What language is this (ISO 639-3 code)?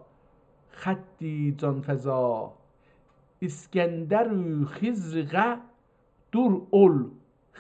azb